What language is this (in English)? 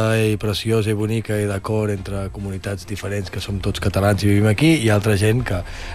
Catalan